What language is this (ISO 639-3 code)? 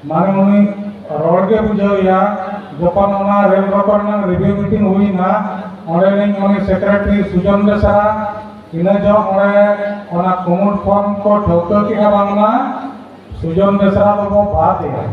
sat